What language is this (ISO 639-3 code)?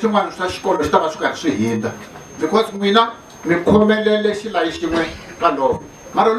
tso